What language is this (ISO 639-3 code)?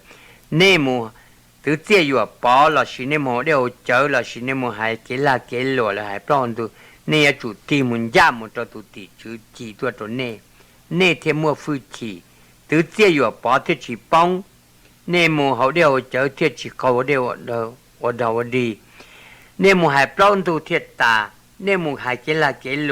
hmn